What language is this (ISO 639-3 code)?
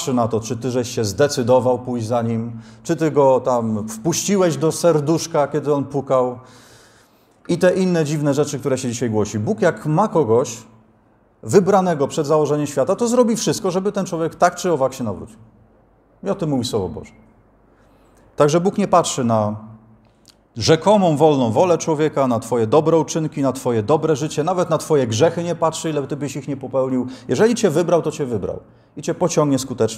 pol